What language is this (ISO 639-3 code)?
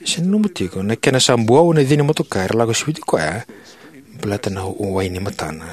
fij